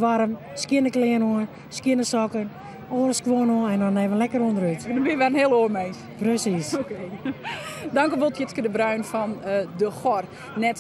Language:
Western Frisian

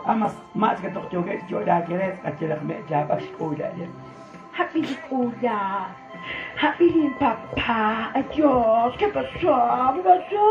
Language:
Kekchí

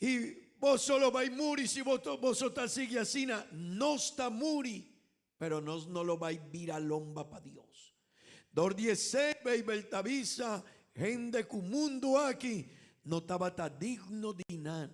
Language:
Papiamento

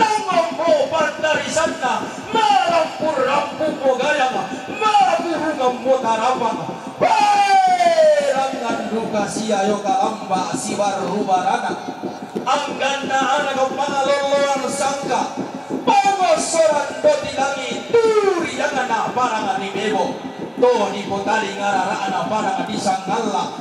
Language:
Toraja-Sa'dan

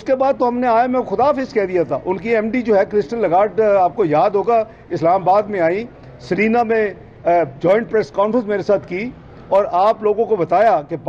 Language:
Urdu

